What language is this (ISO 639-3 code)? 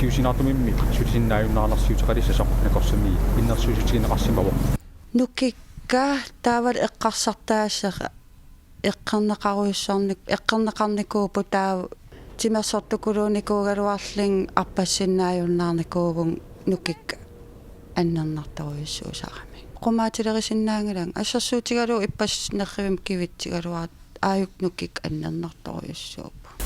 kal